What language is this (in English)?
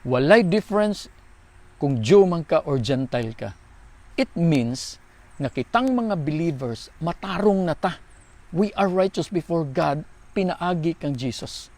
Cebuano